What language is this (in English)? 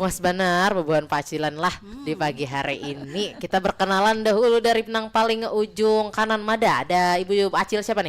Banjar